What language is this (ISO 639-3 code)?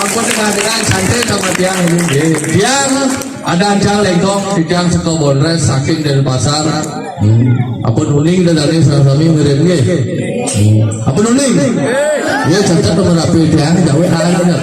ban